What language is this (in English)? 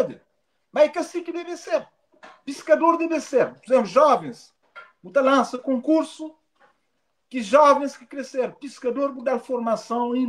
Kabuverdianu